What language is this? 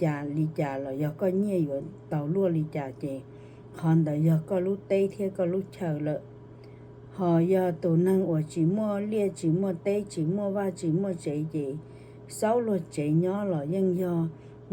Hmong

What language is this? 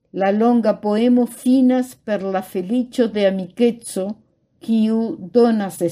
Esperanto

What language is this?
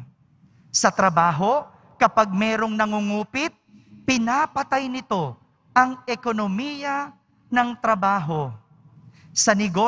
Filipino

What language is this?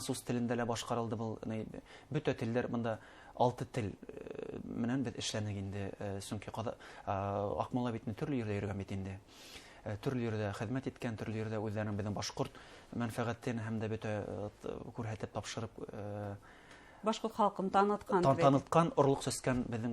Bashkir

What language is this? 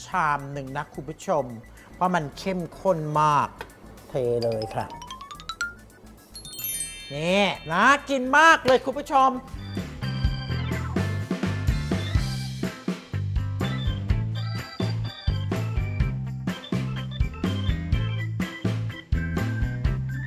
Thai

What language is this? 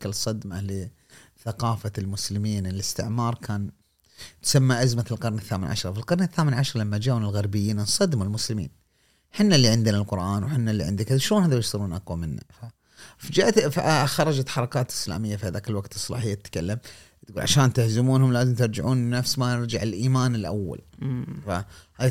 Gulf Arabic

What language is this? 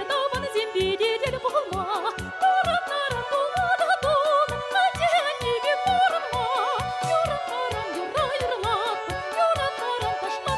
Chuvash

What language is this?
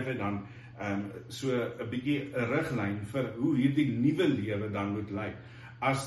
Afrikaans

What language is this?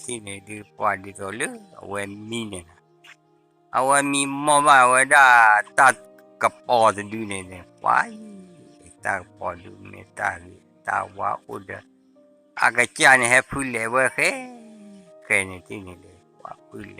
S'gaw Karen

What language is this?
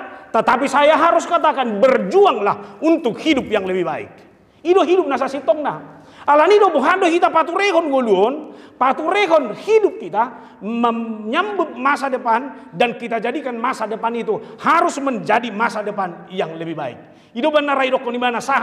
Batak Toba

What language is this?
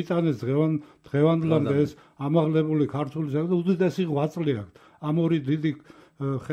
Georgian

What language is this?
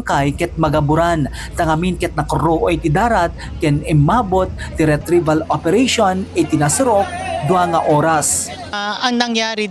Iloko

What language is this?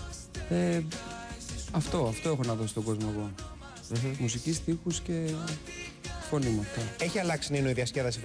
Greek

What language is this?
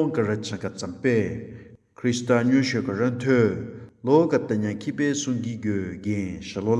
Southern Rengma Naga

